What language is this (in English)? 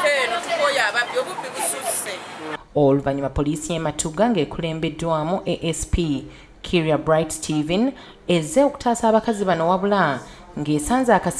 Ganda